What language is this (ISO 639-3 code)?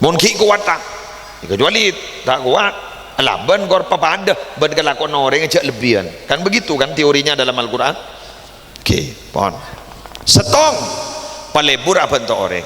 mad